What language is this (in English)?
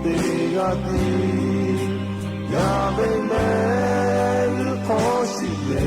Lahu